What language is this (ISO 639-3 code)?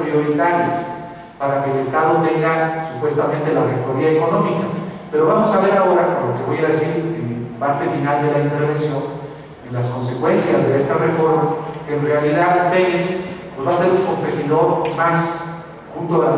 spa